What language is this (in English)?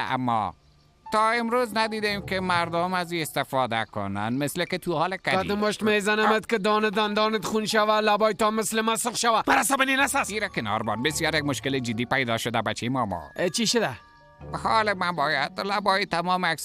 Persian